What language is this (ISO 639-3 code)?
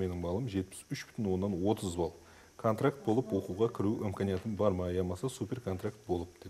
kaa